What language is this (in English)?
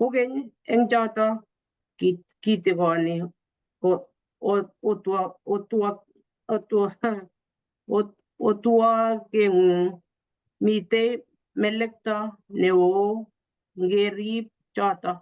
Kalenjin